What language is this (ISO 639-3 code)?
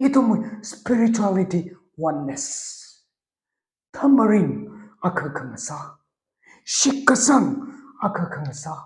nmf